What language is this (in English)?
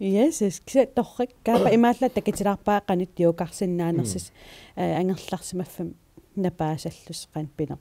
Kalaallisut